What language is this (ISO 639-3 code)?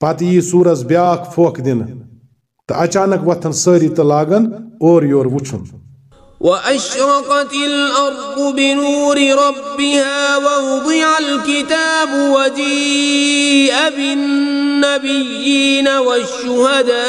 kas